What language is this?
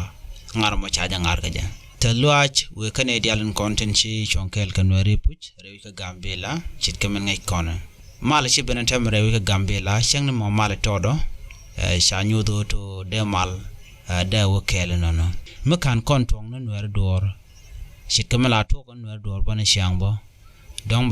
Nuer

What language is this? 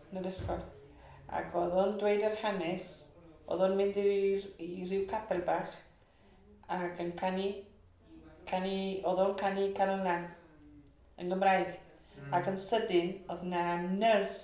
Welsh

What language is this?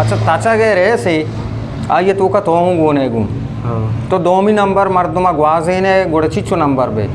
Eastern Balochi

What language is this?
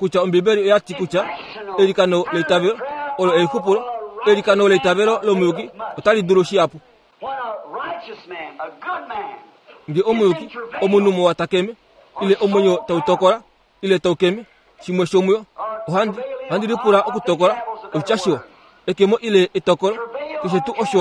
Kuanyama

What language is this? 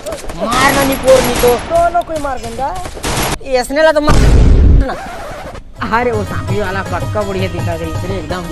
Chhattisgarhi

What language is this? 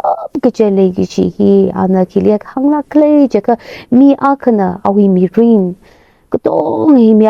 Tangkhul Naga (India)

